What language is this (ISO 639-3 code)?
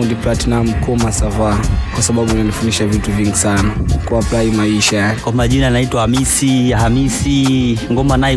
swa